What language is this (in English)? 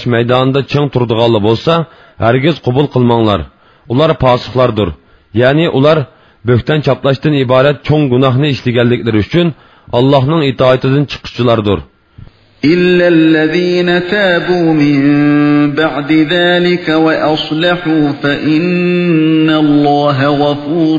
Uyghur